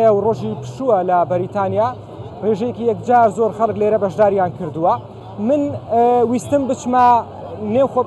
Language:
Central Kurdish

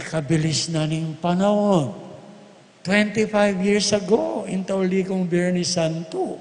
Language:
Pampanga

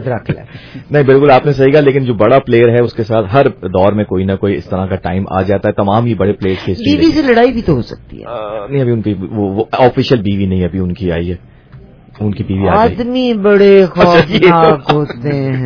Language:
Urdu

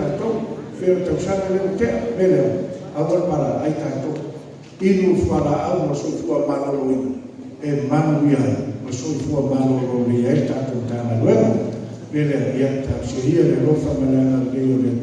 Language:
Samoan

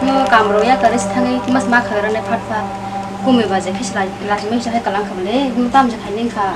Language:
Kok Borok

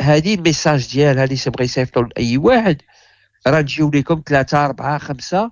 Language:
Moroccan Arabic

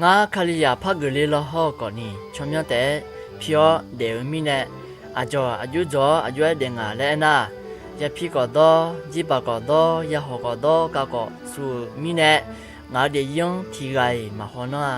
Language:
Akha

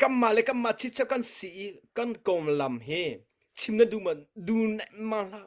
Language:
Hakha Chin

